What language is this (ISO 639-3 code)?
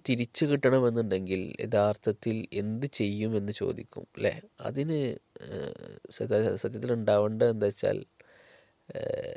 mal